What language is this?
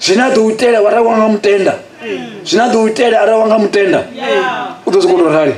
Venda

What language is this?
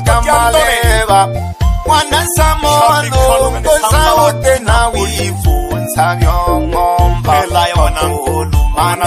Swahili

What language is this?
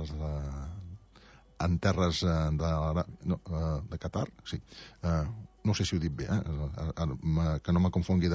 Catalan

